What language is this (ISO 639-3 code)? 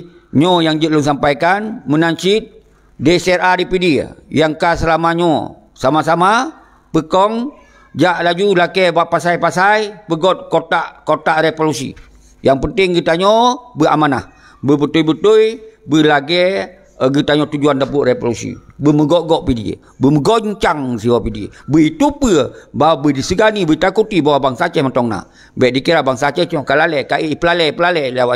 ace